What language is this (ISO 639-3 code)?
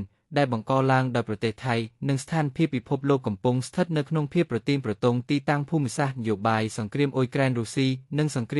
khm